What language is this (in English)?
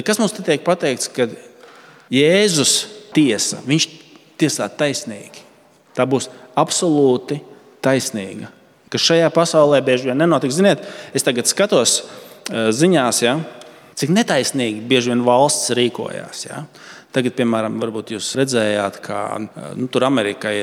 Latvian